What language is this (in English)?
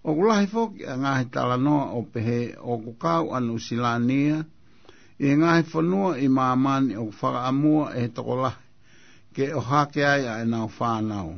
Tongan